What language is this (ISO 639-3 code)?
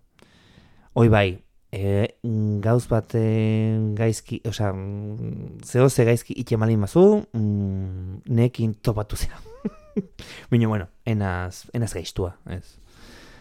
eus